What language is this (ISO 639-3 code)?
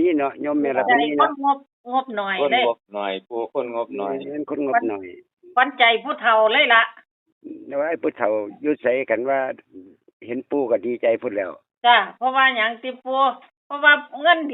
tts